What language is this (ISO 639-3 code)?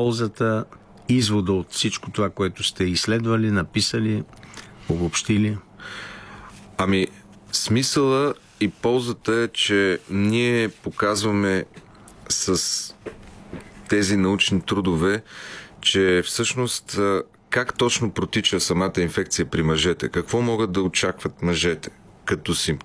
bul